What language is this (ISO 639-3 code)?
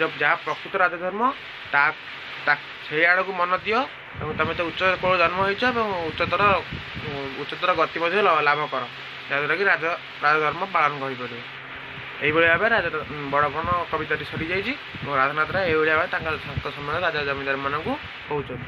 ori